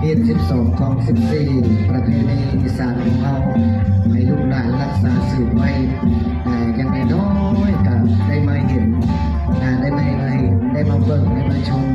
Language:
Northeastern Thai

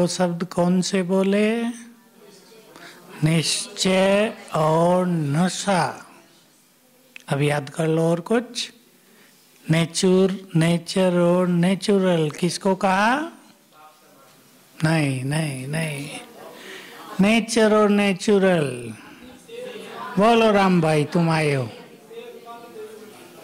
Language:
Hindi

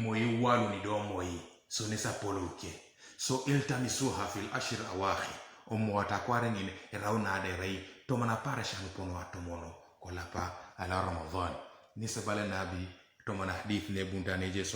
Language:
Teso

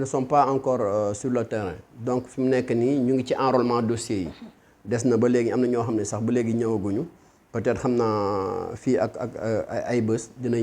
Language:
Wolof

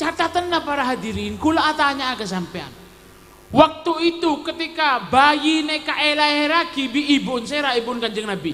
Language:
Madurese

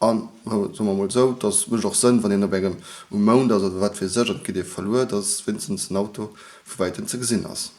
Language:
Luxembourgish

